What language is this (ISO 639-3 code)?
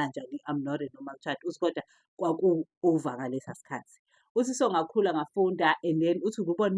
zul